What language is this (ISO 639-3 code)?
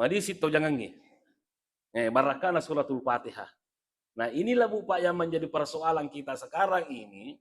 bug